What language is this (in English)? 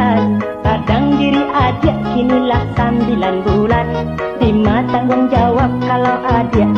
Minangkabau